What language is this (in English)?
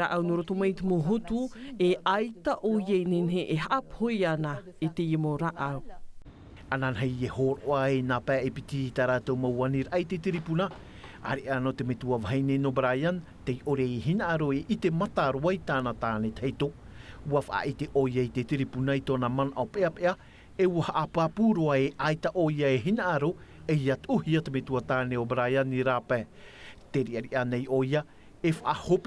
Tahitian